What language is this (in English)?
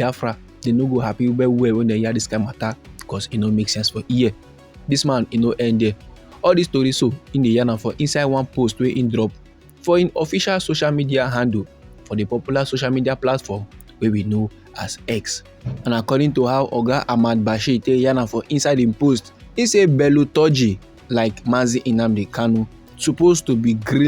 Nigerian Pidgin